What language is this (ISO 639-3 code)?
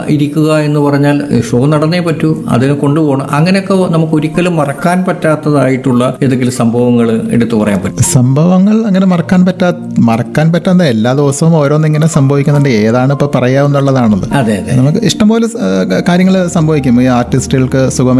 mal